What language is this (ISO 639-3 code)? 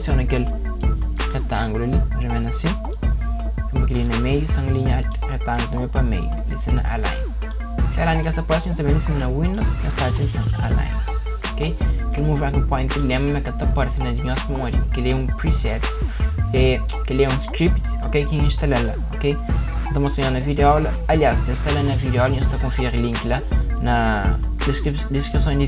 kea